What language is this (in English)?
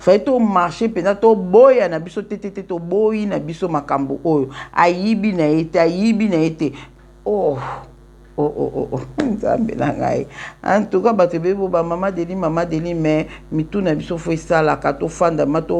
Lingala